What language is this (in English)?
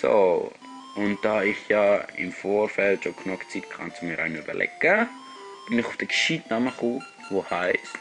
Swiss German